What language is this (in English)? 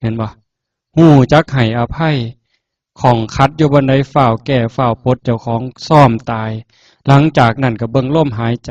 Northeastern Thai